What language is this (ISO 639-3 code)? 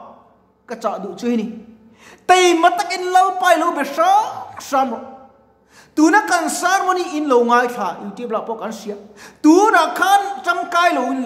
lus